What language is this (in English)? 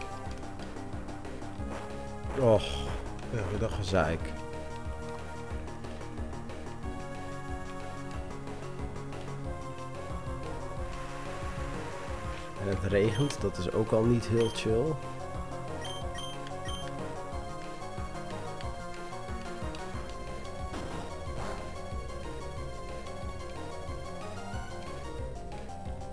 Dutch